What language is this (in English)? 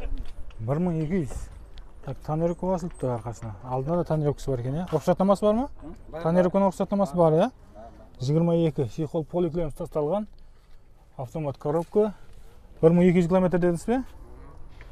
Kazakh